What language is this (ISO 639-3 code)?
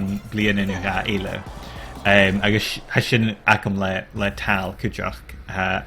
gla